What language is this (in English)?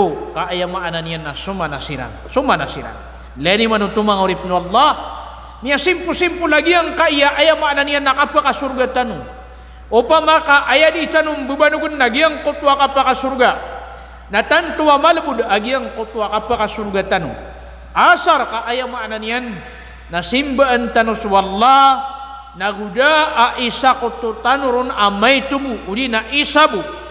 Maranao